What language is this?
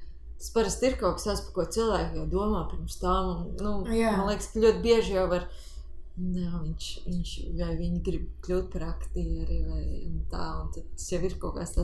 Latvian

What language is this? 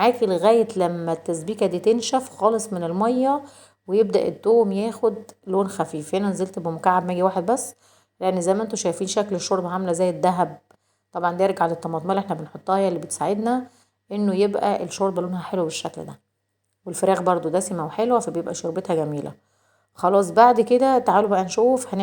Egyptian Arabic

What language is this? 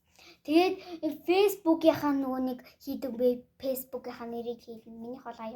Mongolian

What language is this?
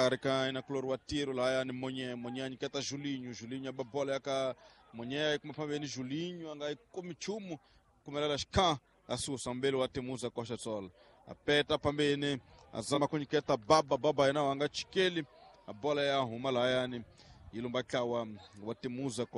Tsonga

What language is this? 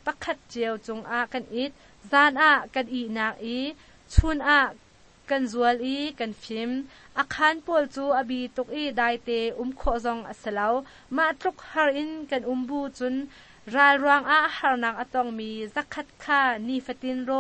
Hakha Chin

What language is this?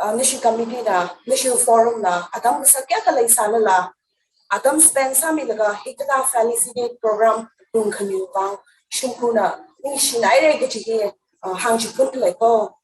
Tangkhul Naga (India)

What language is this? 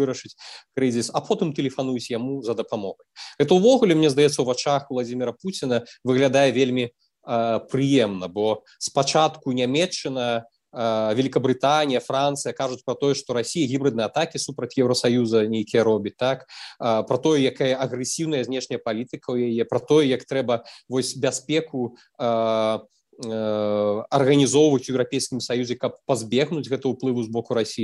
Belarusian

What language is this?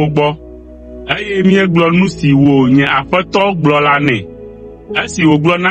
Ewe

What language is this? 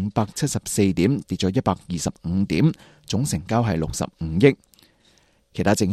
Cantonese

